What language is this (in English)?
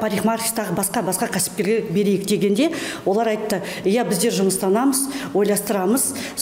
Kazakh